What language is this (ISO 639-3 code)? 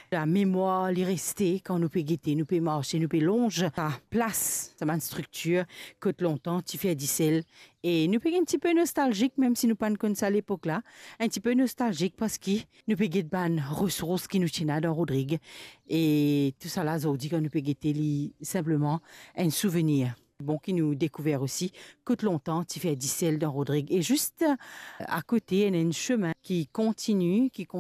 mfe